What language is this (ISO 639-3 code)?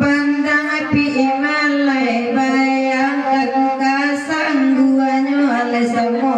min